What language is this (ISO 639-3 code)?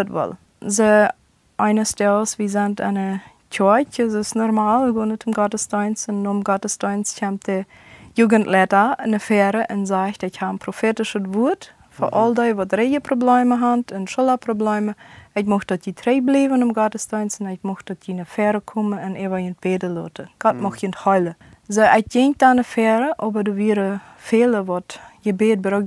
pdt